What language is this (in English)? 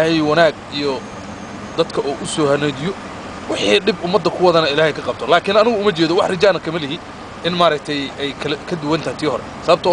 Somali